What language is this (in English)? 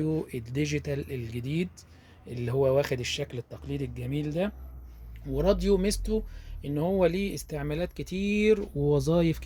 Egyptian Arabic